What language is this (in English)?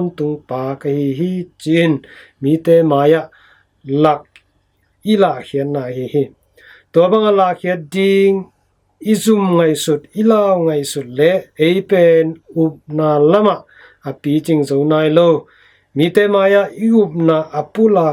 Tedim Chin